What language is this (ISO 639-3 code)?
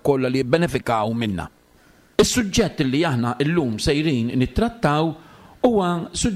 mlt